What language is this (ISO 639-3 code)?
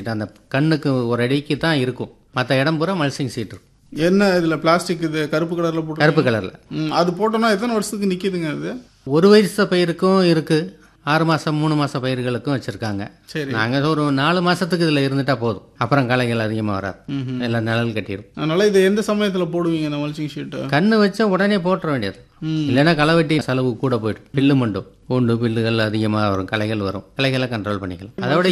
tam